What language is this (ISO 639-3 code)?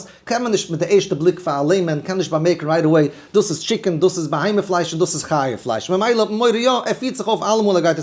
yid